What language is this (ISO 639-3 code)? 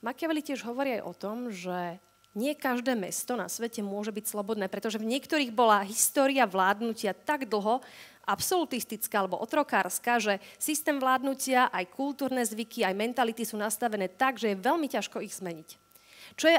slk